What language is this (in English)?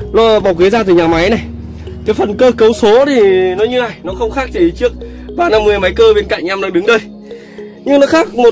Vietnamese